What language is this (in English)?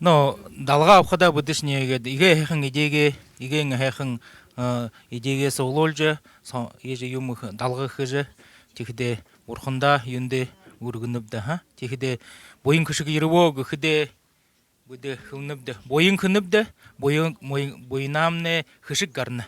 Buriat